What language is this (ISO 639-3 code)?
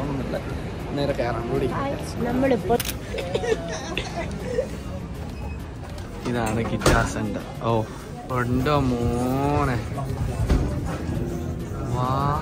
mal